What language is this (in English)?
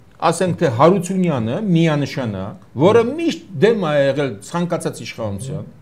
Armenian